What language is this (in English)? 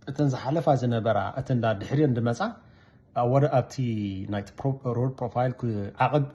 Tigrinya